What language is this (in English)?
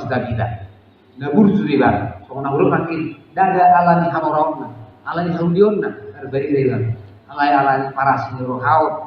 Batak Toba